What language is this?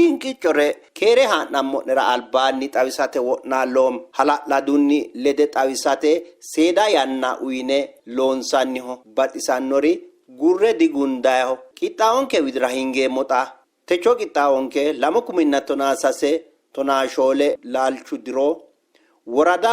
Sidamo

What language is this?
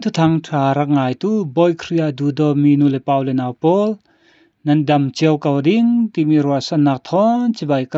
Falam Chin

